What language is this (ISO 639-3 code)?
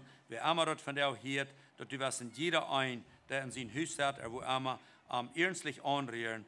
pdt